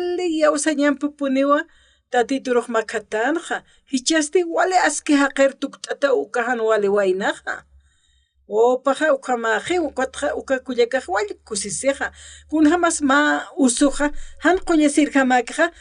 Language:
Aymara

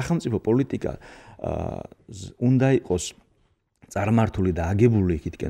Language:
Georgian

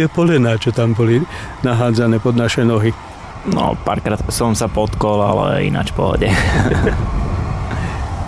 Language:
Slovak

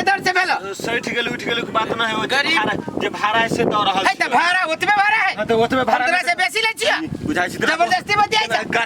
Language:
Maithili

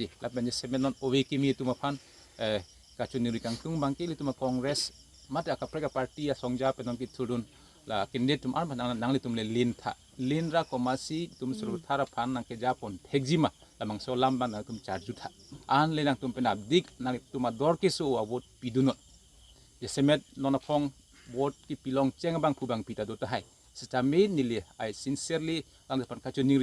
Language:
Karbi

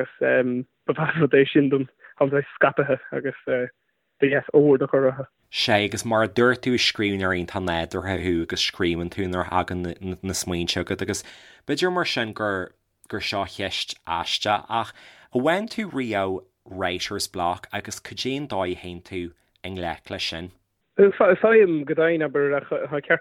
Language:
Irish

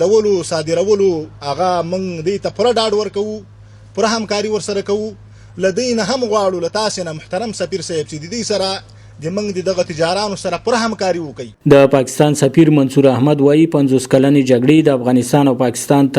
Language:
Pashto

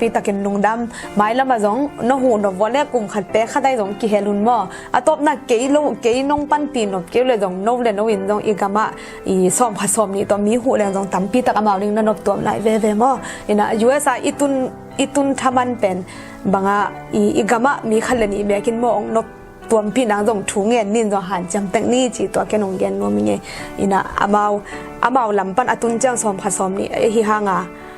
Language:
Tedim Chin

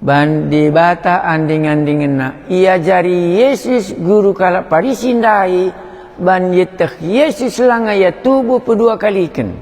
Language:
Batak Karo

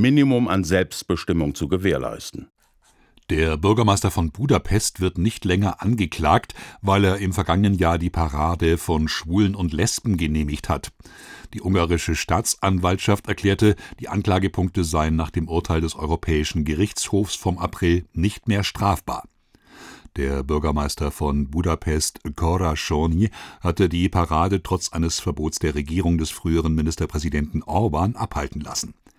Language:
German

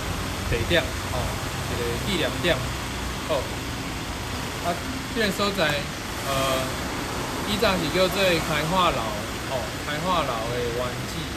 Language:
Min Nan Chinese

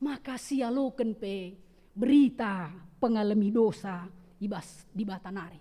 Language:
Batak Karo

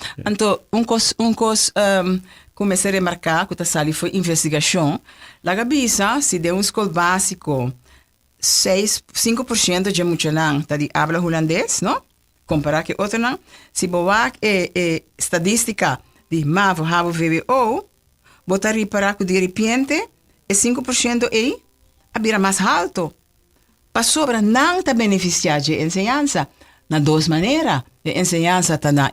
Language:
Papiamento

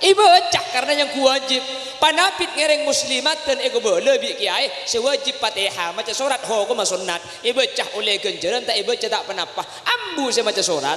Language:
Madurese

